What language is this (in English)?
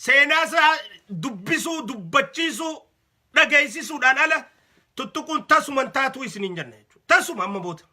Oromo